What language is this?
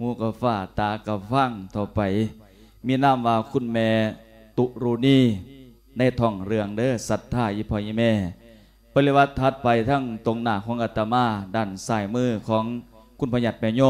Lao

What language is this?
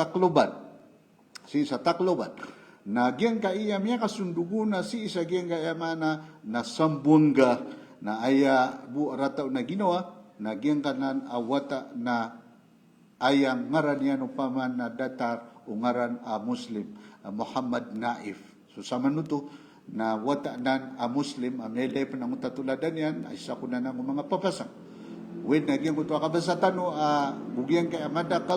Maranao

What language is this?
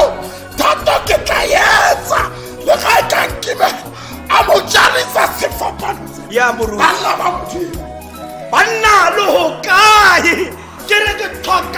Tswana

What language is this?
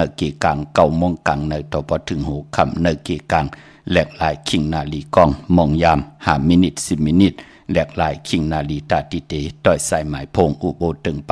Shan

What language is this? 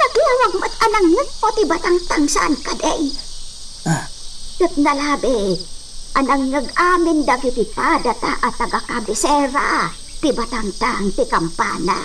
Iloko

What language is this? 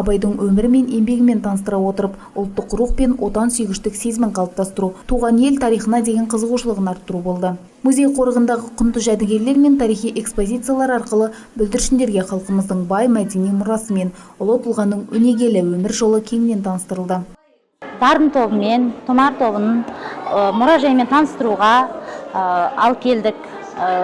Kazakh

